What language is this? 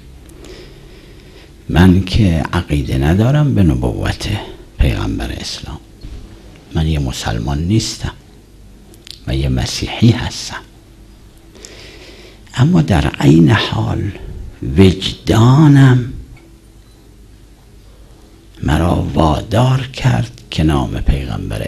Persian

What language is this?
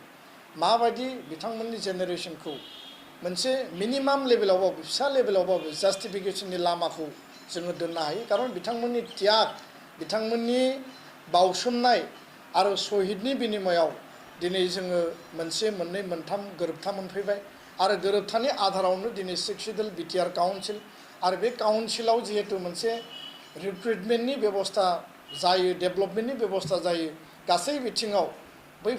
Bodo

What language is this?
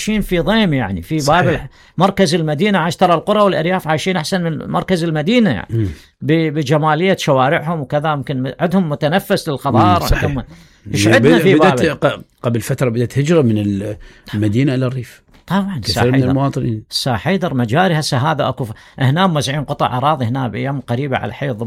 Mesopotamian Arabic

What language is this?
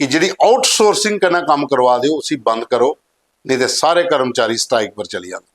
Dogri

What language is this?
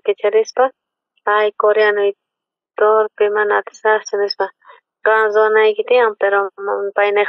South Bolivian Quechua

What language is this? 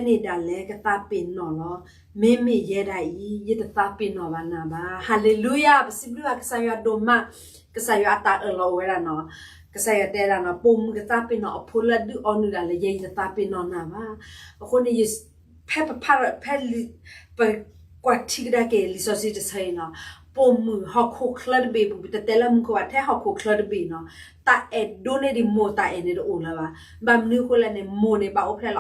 S'gaw Karen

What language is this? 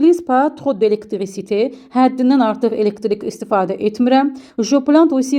Azerbaijani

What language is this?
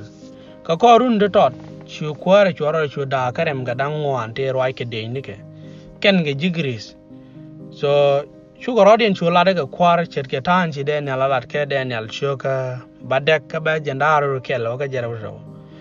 Nuer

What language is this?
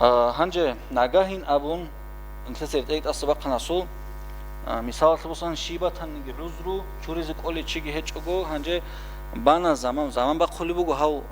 Avaric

